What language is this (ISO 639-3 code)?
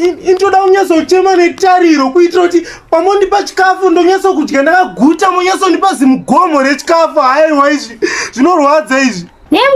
sna